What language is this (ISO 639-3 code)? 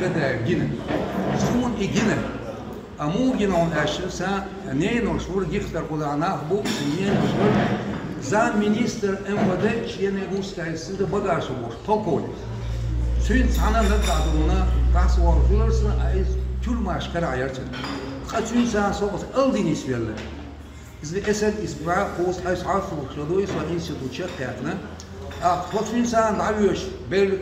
che